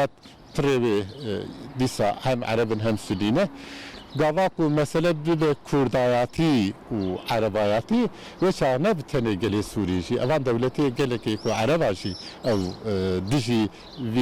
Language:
Kurdish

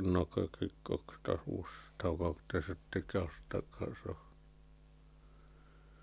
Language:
Finnish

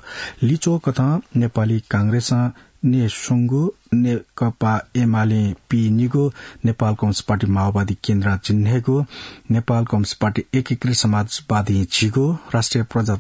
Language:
Newari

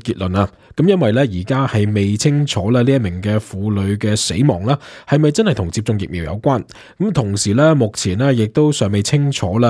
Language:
Cantonese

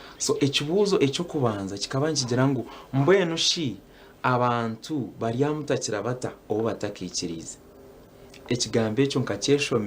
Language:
Nyankole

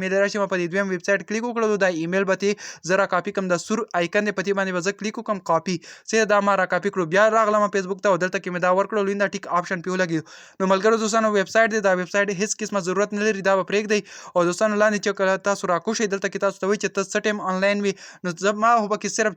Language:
Pashto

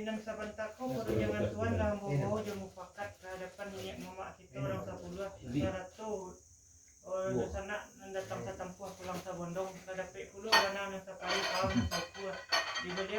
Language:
Minangkabau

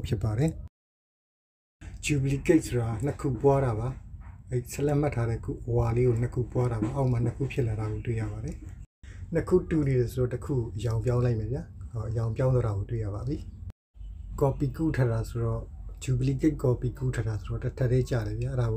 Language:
Burmese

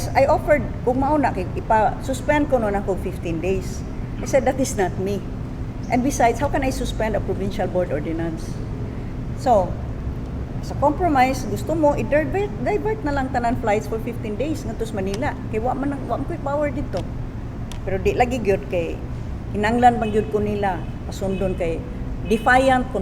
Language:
Cebuano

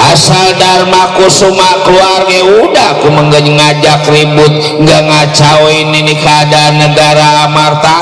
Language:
Betawi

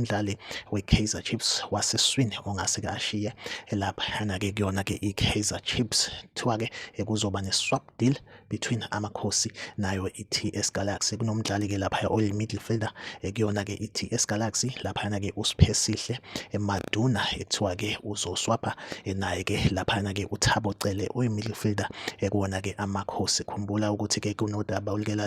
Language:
Zulu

